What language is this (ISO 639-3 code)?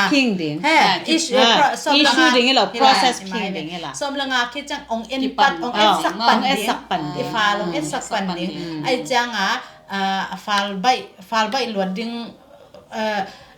ctd